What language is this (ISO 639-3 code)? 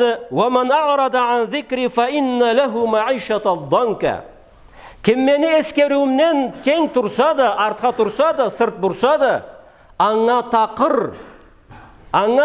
krc